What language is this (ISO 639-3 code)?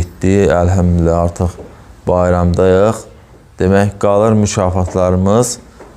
aze